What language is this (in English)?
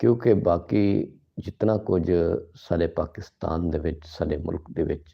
Saraiki